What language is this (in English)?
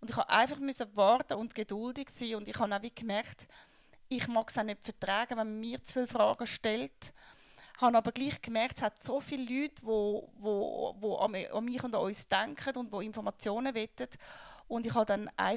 Swiss German